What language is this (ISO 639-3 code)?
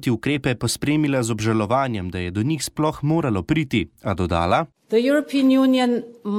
slv